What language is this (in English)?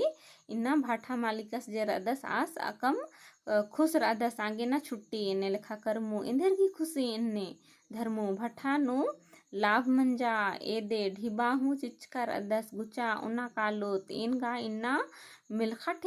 Kurukh